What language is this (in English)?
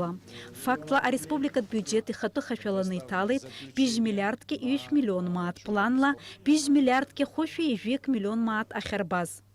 Abkhazian